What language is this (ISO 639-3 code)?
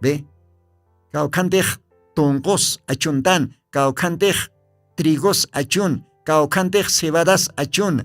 aym